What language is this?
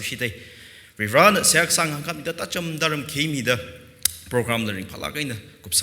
Tangkhul Naga (India)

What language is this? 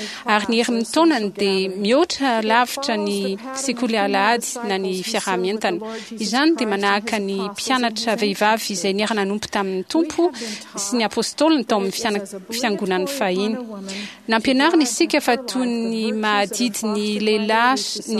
Malagasy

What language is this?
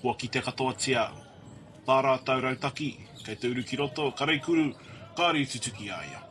Māori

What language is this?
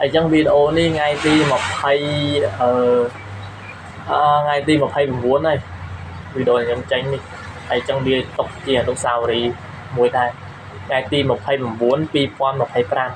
Khmer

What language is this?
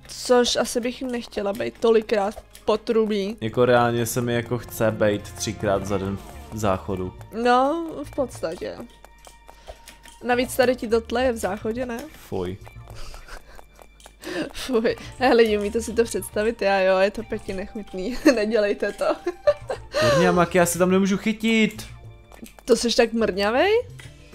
Czech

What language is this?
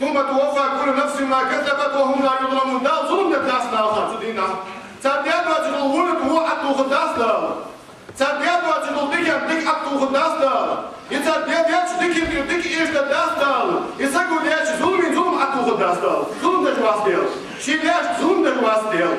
Ingush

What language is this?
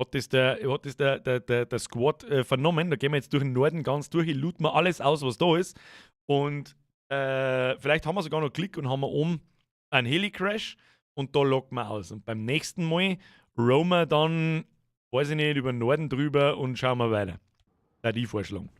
Bavarian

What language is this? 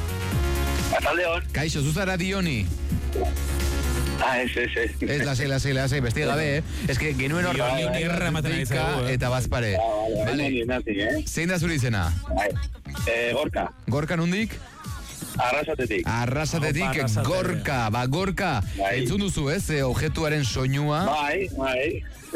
Basque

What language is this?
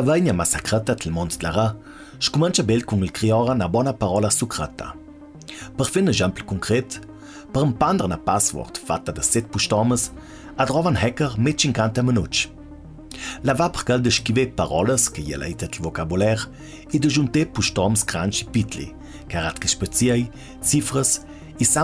Ladin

